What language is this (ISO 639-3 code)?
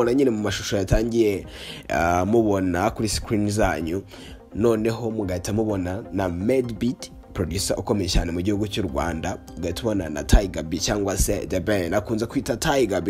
kin